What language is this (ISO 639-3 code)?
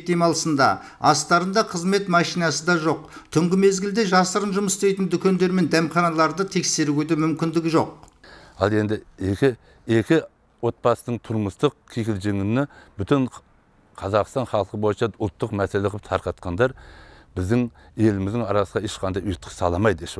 kaz